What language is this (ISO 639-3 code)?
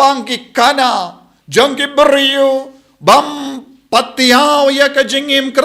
kha